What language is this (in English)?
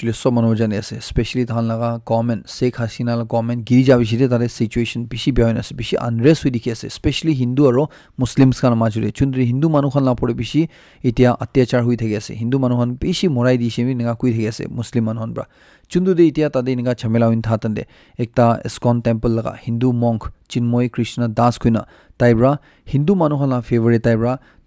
Naga Pidgin